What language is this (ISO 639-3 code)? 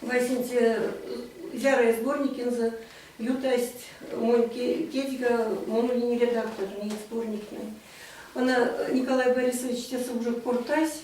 myv